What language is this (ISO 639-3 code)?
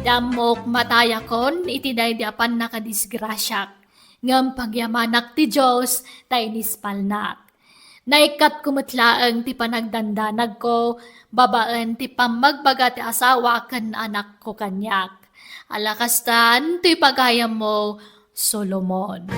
ilo